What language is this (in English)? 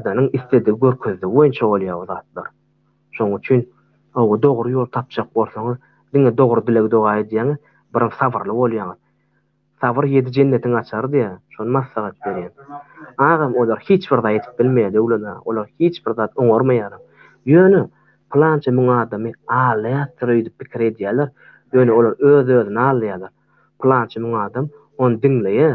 Turkmen